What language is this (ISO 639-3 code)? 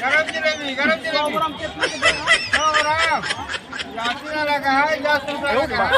mag